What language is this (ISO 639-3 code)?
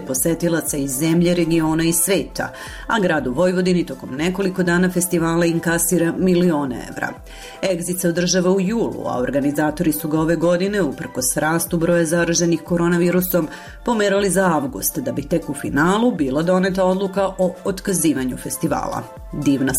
srp